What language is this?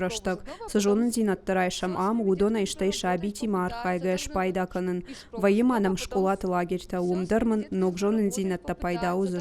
Ossetic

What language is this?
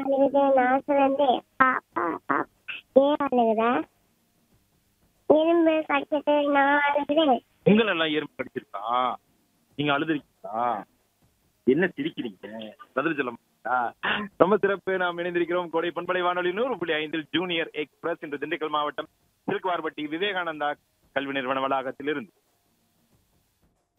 Tamil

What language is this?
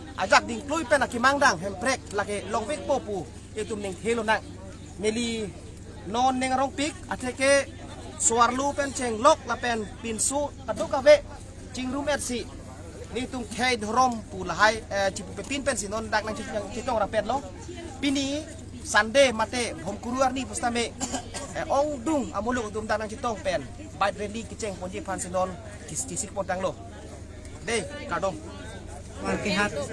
Karbi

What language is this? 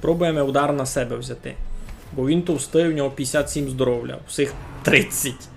Rusyn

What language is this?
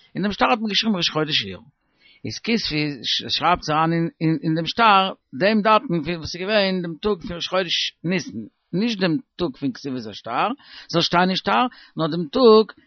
Yiddish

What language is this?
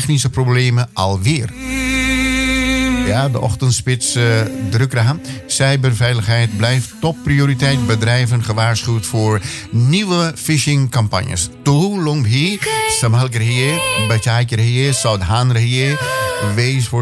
Dutch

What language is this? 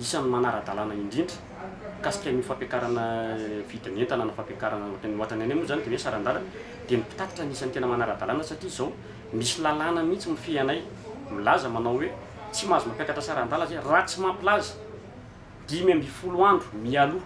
Malagasy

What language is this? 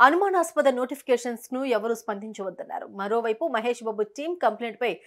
Telugu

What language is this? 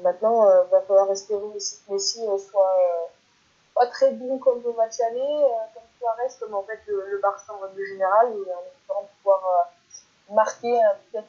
French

